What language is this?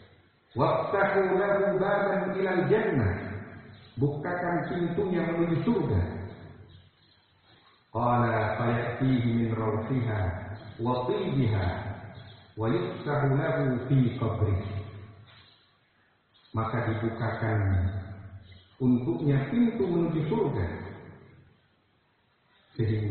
Indonesian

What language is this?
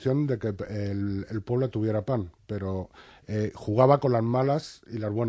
Spanish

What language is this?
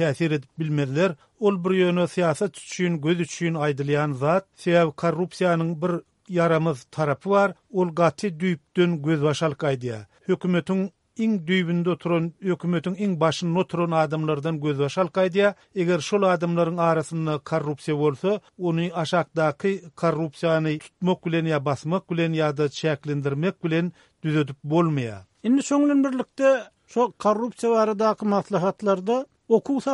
Turkmen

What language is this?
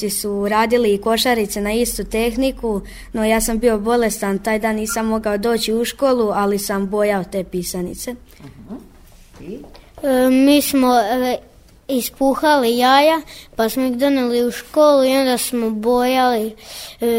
Croatian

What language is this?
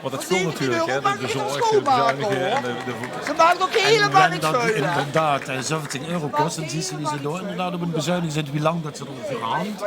Limburgish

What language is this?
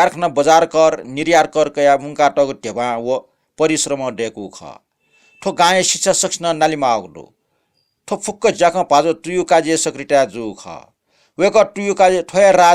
Newari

